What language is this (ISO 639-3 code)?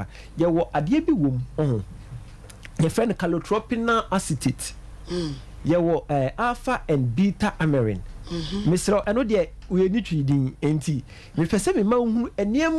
aka